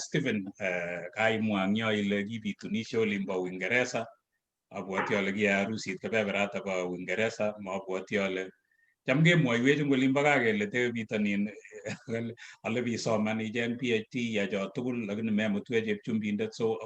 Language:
Kalenjin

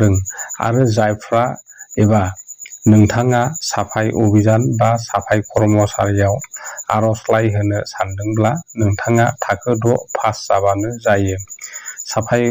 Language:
Bodo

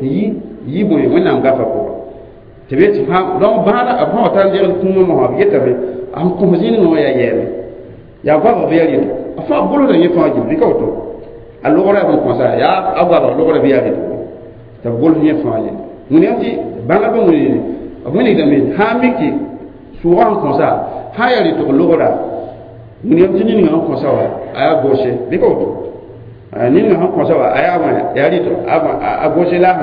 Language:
Mossi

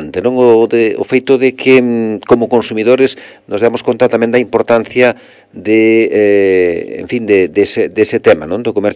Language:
Galician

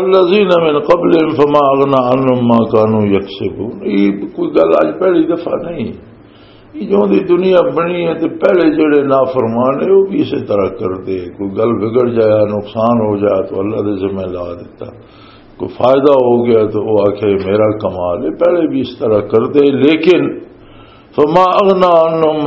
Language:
Western Panjabi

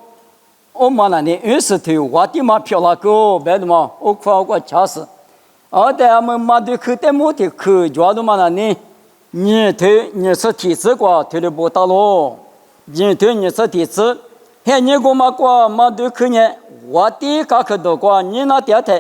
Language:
Lisu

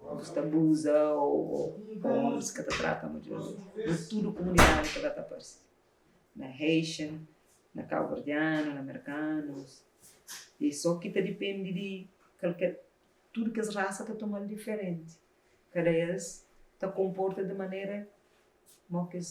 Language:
Kabuverdianu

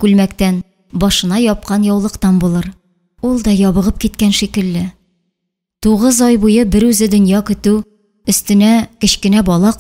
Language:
Tatar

